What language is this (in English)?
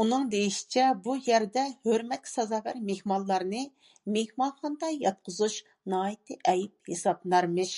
Uyghur